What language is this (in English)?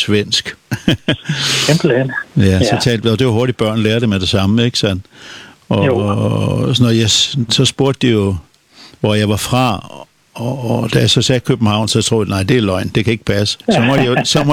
Danish